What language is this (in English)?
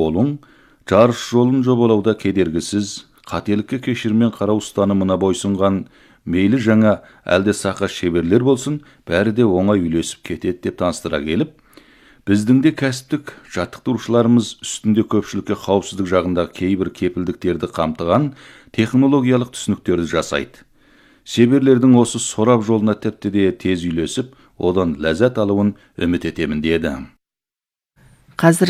Kazakh